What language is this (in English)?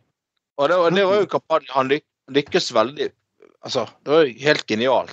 Norwegian